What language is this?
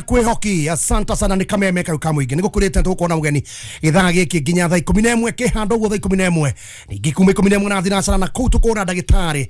Kikuyu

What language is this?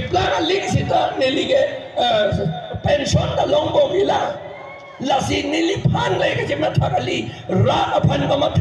Karbi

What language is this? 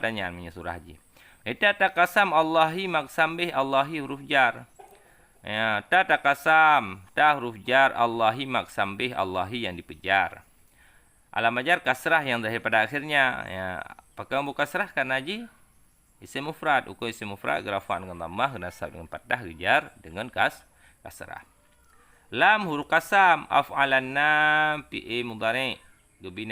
Achinese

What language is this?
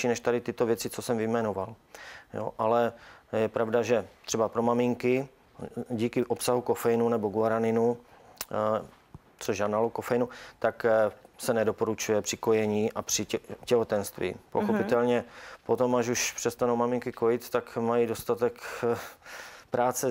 Czech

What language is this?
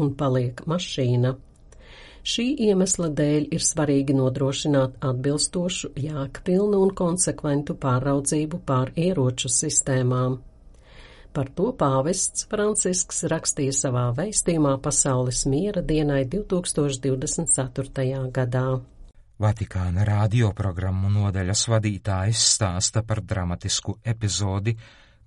Latvian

